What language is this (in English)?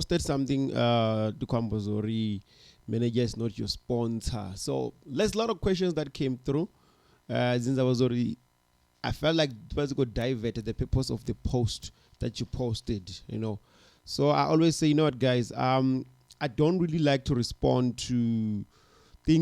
Venda